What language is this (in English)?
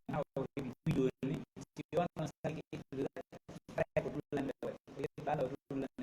Pular